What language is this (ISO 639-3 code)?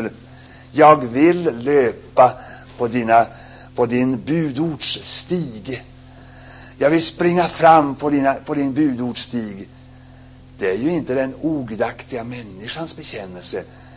swe